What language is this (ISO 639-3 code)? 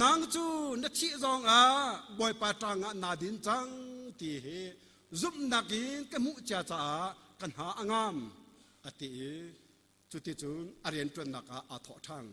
cnh